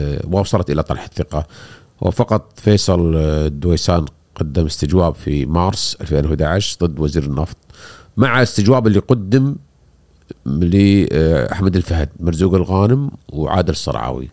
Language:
Gulf Arabic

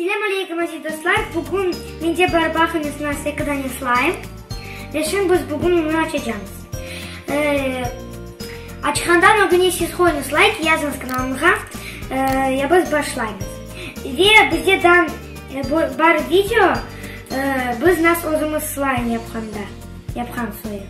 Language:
Crimean Tatar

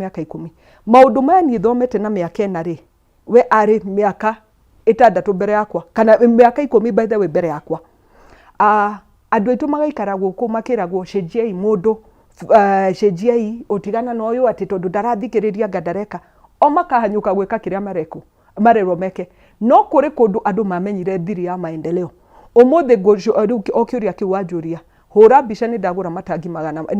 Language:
Kikuyu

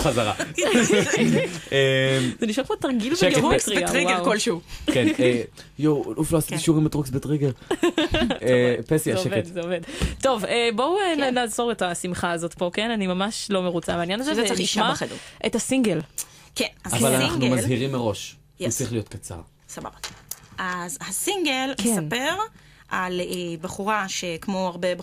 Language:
Hebrew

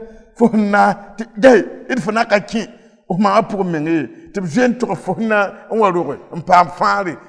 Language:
Mossi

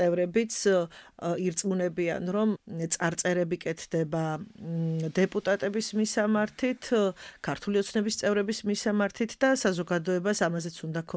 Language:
Georgian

